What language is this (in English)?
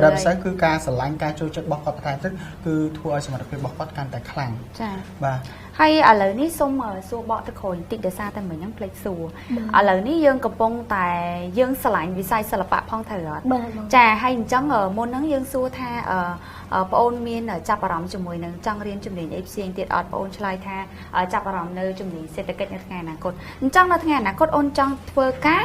Khmer